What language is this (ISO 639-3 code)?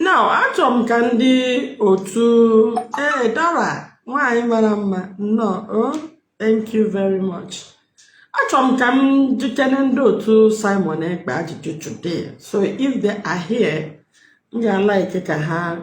ibo